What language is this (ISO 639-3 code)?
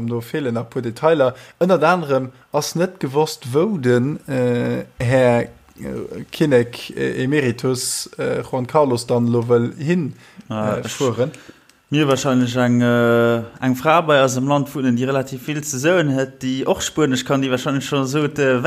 ltz